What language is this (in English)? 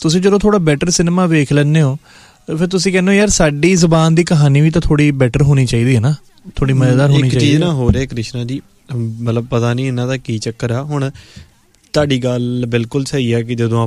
Punjabi